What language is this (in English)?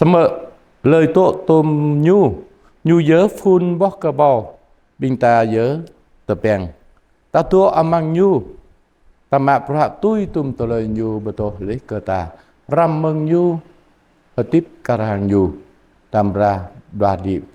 Jarai